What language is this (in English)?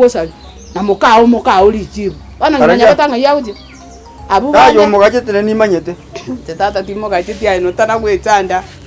Gusii